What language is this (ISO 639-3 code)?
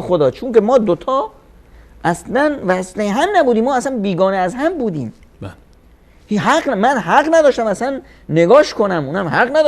fas